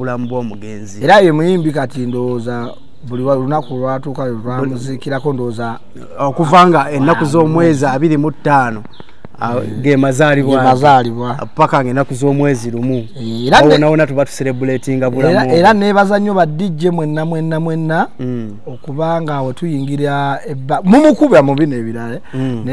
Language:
Ganda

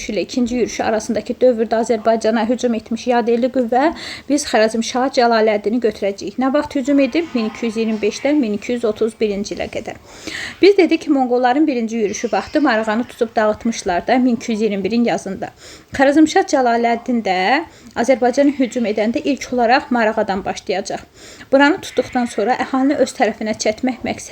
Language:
Azerbaijani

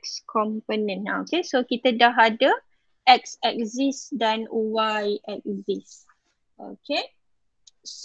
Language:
Malay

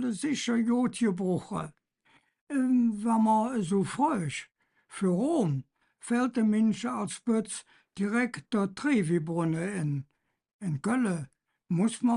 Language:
Colognian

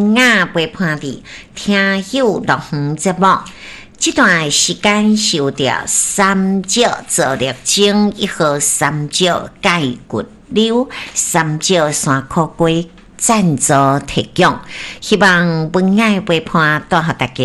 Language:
Min Nan Chinese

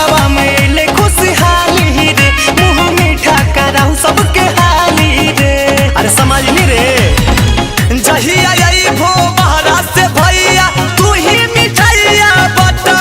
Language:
Magahi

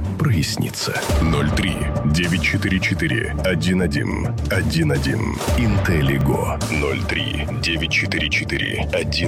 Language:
Russian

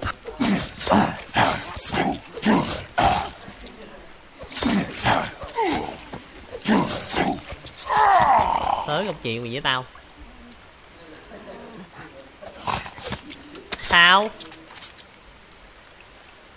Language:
Vietnamese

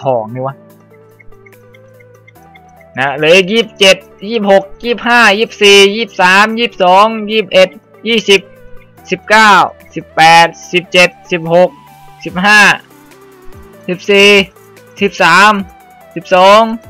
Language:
Thai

